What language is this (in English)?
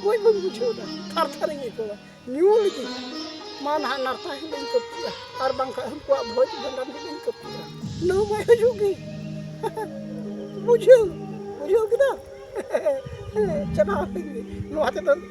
Santali